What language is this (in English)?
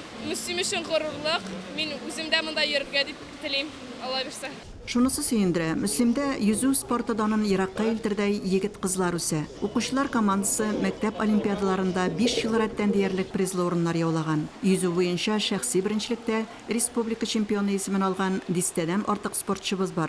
Tatar